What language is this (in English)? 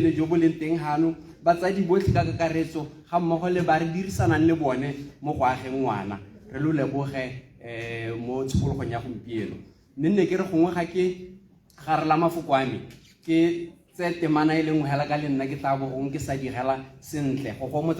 Tswana